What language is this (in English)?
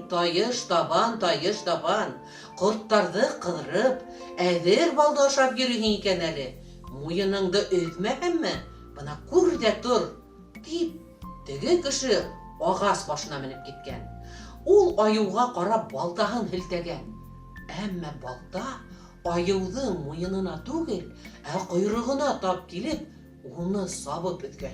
Bashkir